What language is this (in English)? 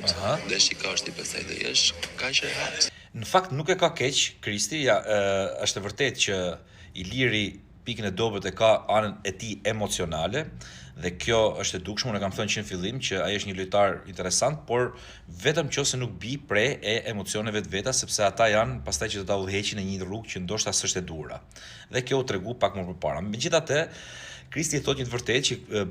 Albanian